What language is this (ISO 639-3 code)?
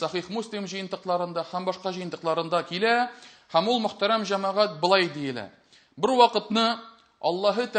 tat